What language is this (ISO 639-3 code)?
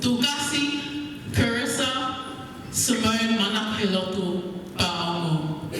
ton